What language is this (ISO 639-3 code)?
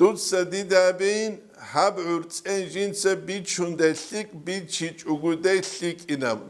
ava